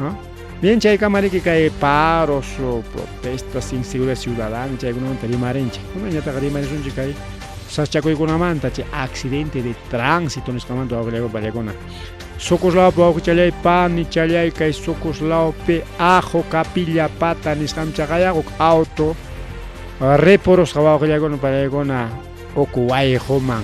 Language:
Ayacucho Quechua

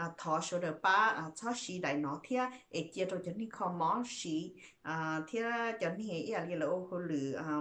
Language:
Hmong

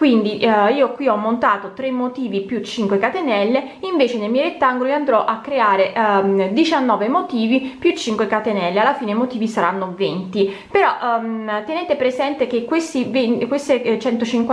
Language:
Italian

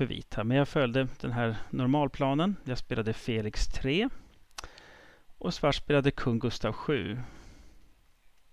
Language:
Swedish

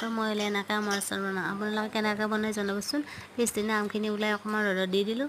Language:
Assamese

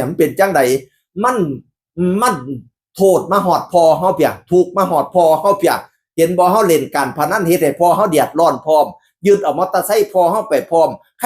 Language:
Northeastern Thai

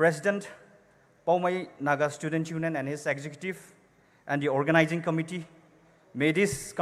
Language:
Poumei Naga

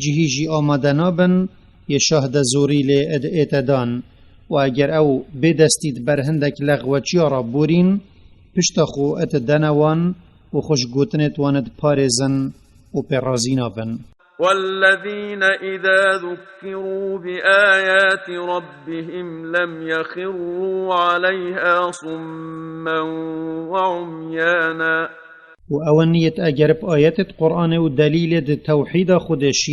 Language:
Kurdish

